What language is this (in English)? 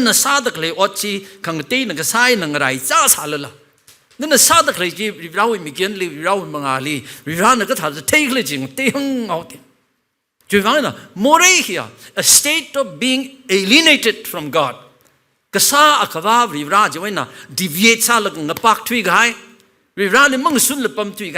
Tangkhul Naga (India)